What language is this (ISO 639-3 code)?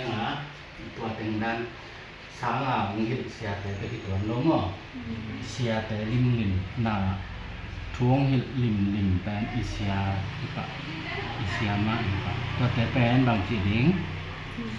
ctd